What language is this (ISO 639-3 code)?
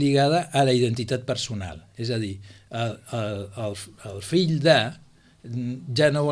cat